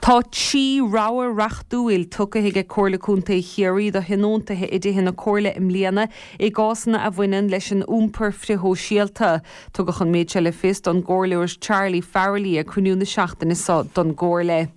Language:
Irish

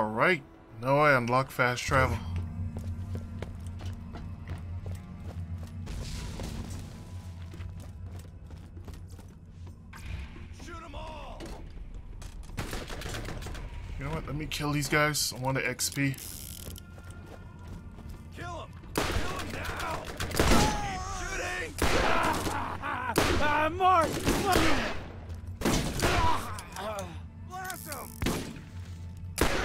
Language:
English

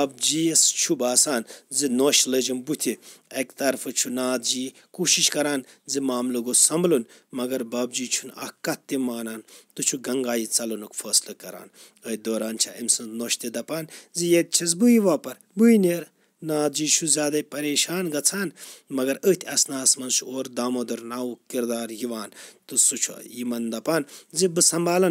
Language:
Kashmiri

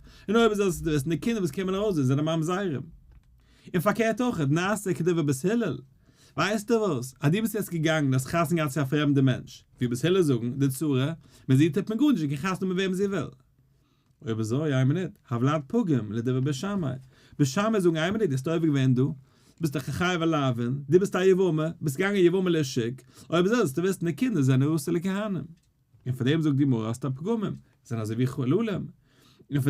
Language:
Yiddish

